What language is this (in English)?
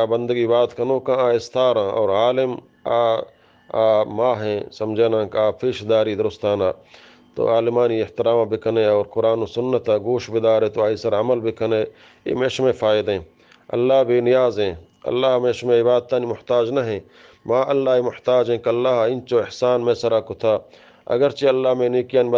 Eastern Balochi